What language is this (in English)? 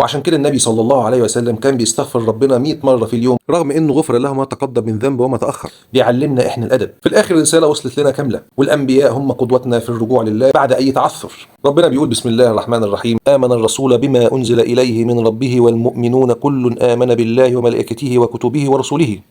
Egyptian Arabic